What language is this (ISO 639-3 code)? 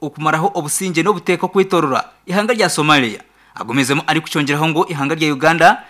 nyn